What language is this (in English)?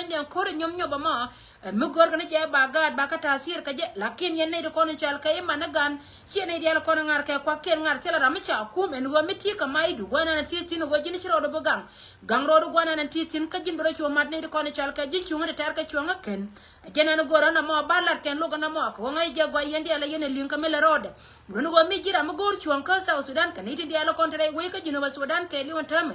Nuer